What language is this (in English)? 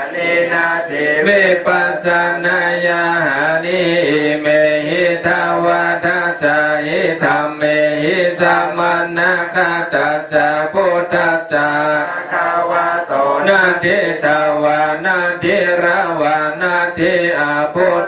Pali